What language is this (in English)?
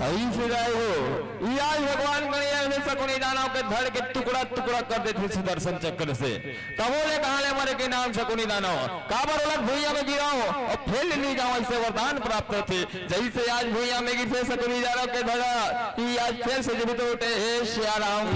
Chhattisgarhi